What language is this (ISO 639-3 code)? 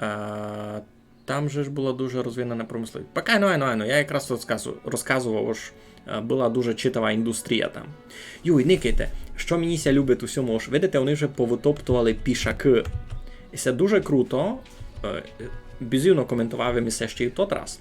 rue